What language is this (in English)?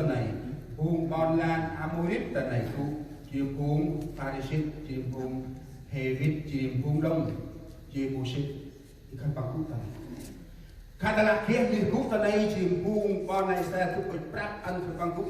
Central Mnong